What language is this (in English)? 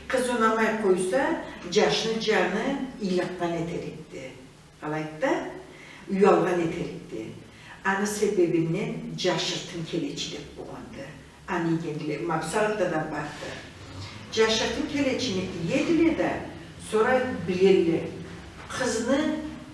Karachay-Balkar